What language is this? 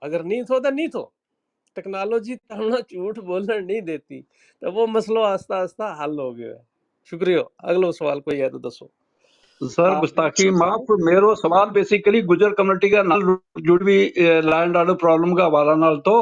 Gujari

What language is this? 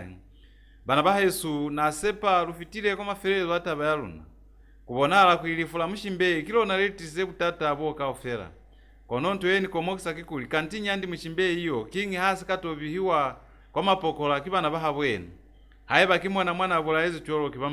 Lozi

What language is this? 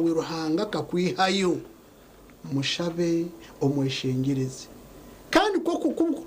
Nyankole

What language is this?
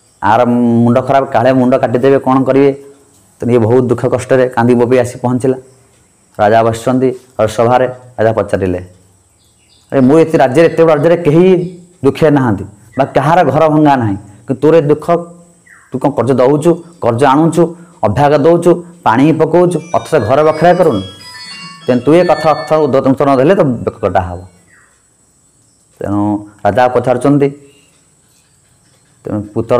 Odia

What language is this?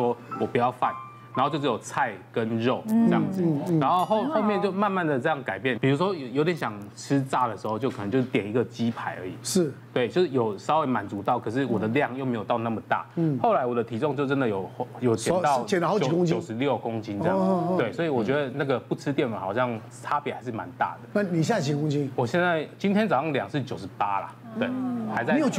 Chinese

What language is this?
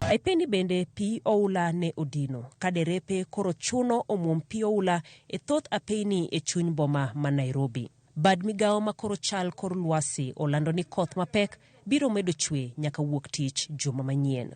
Luo (Kenya and Tanzania)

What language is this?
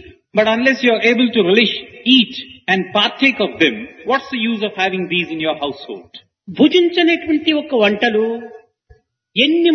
Telugu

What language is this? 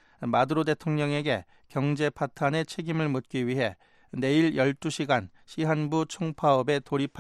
Korean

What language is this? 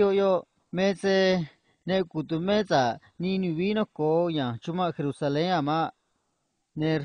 Copala Triqui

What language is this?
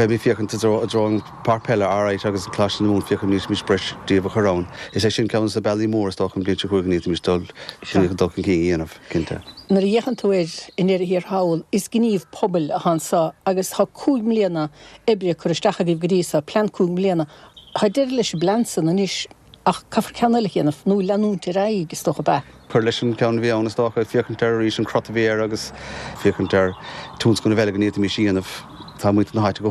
Irish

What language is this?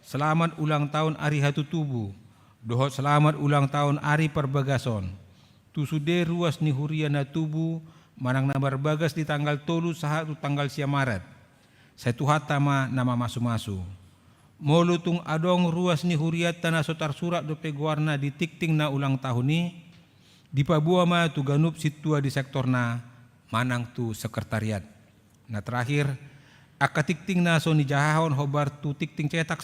Batak Toba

